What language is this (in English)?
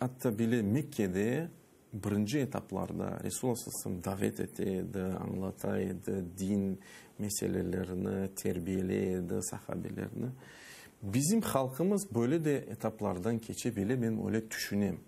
Crimean Tatar